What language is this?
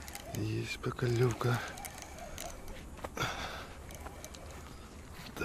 Russian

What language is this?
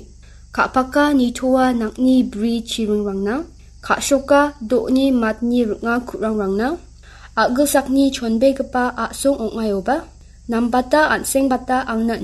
Garo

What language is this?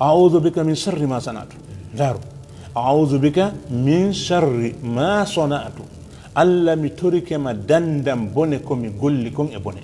Fula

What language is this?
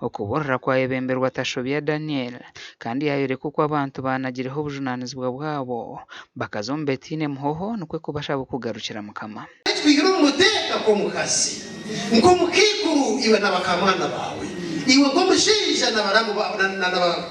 Nyankole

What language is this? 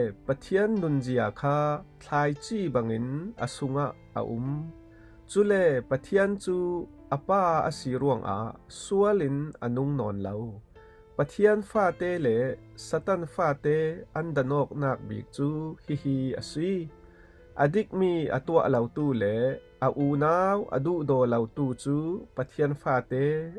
Falam Chin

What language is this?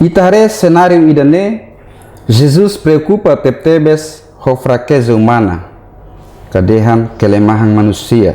Tetum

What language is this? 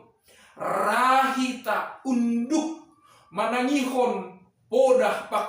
Batak Simalungun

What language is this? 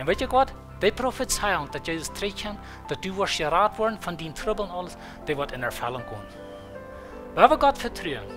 Plautdietsch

